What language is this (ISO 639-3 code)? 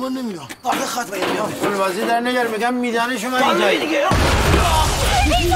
fas